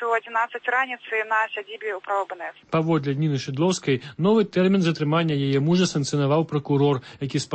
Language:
Belarusian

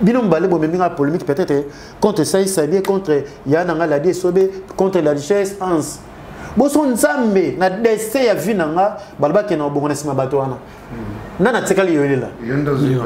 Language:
Lingala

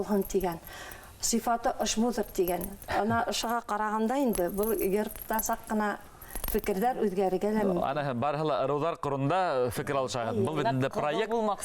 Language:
Bashkir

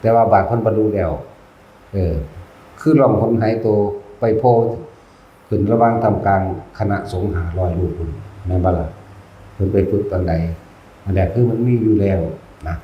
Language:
Northeastern Thai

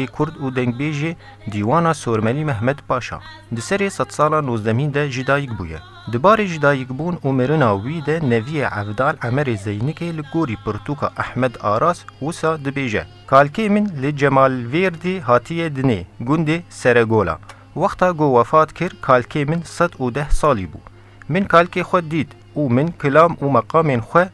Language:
Kurdish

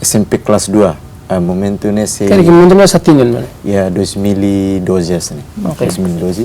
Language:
Tetum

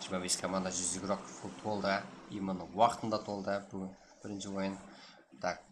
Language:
Kara-Kalpak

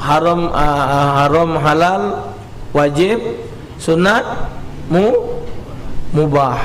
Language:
Musi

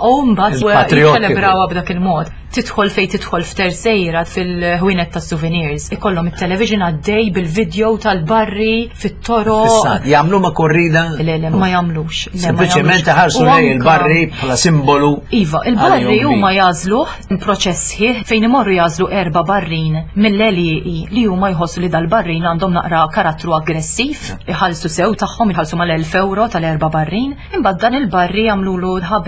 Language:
Maltese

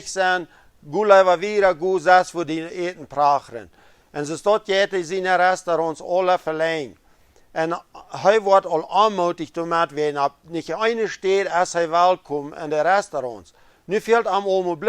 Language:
Plautdietsch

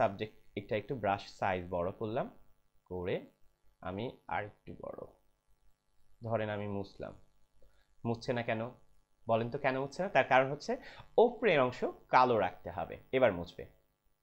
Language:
Bangla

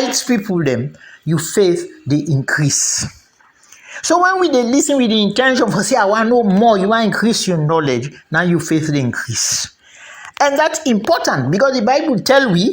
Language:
Krio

